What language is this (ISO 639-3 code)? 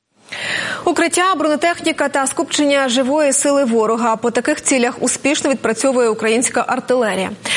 ukr